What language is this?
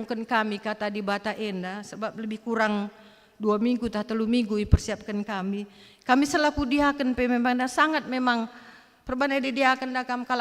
Batak Karo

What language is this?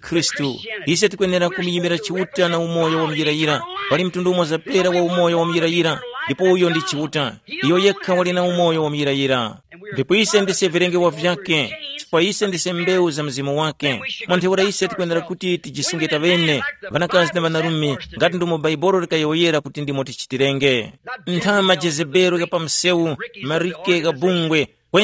Tumbuka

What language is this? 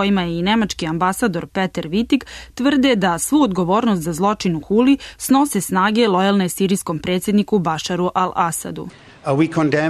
Serbian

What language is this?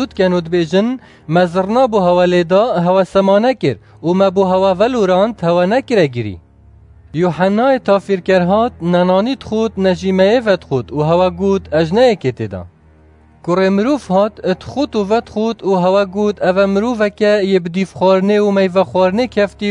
Kurdish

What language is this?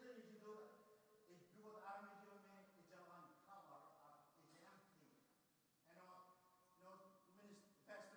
Marshallese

